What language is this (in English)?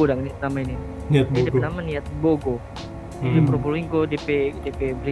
Manado Malay